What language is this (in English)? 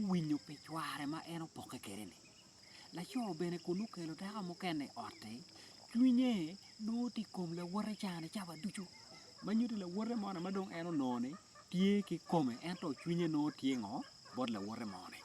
Acoli